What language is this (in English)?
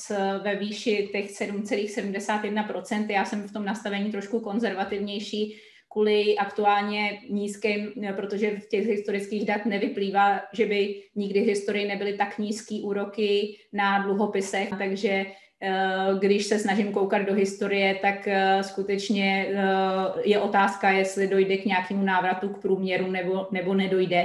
Czech